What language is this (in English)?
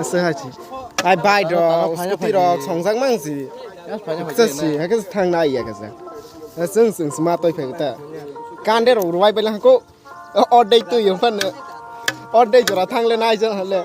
Kok Borok